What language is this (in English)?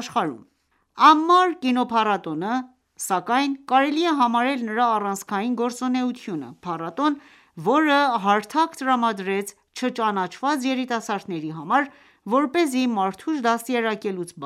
Armenian